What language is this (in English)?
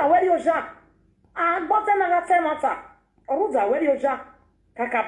Nigerian Pidgin